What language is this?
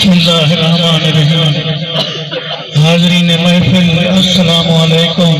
Saraiki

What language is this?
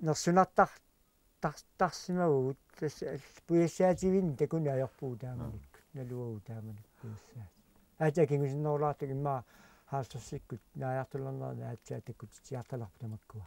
Kalaallisut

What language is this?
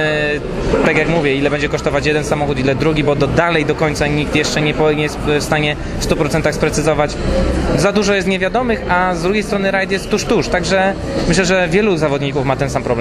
Polish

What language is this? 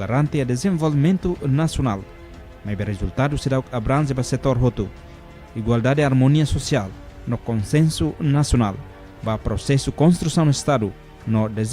Tetum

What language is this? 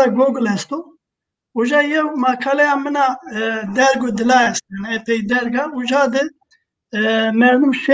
Zaza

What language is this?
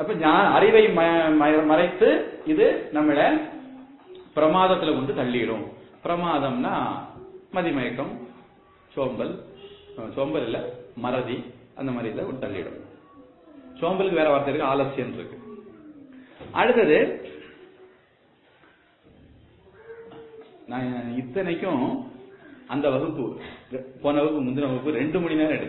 Tamil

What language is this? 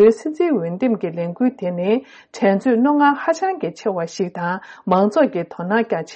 Tibetan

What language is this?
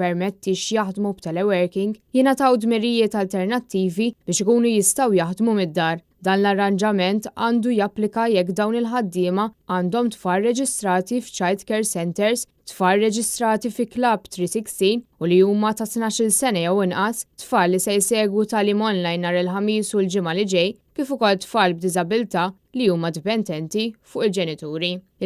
Maltese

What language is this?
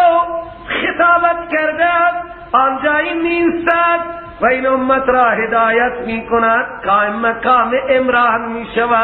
Persian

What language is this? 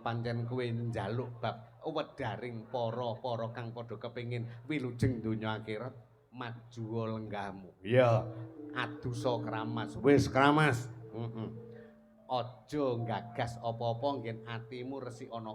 Javanese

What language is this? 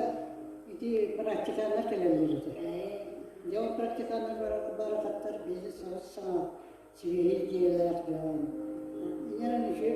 Yakut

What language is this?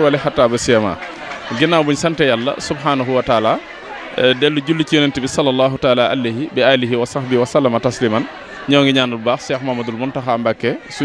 Wolof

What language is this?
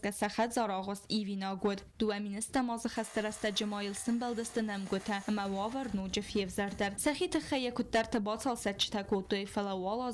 Ossetic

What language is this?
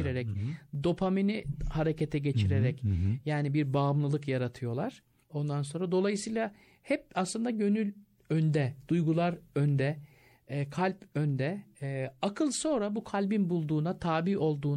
Turkish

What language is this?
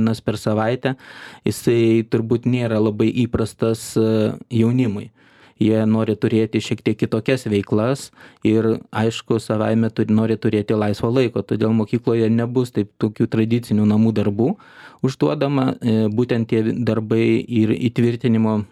Lithuanian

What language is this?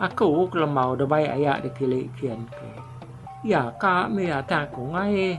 Iban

